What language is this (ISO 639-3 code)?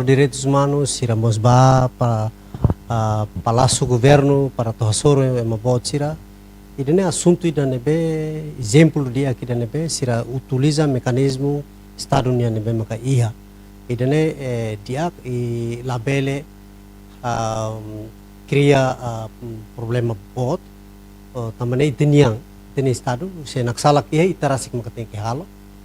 tet